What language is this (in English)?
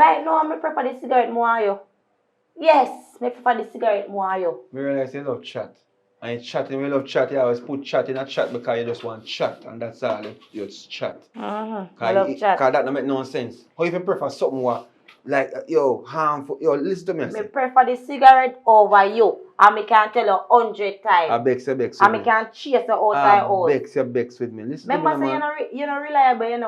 Jamaican Creole English